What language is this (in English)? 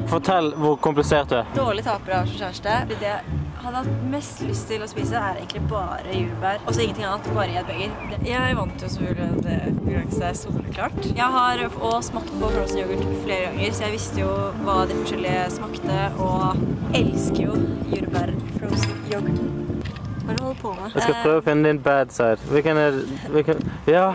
Norwegian